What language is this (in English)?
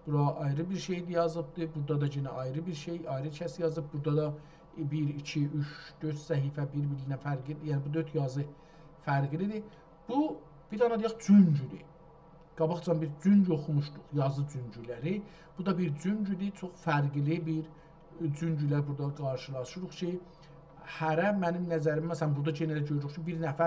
South Azerbaijani